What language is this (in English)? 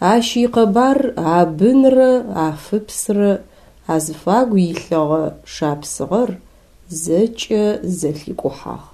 Adyghe